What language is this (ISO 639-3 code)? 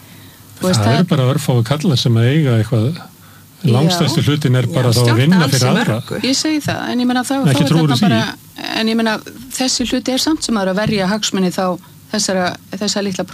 isl